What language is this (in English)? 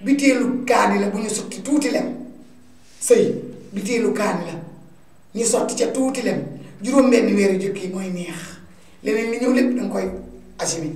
Wolof